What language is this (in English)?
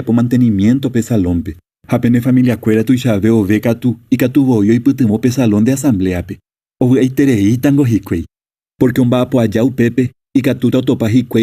Guarani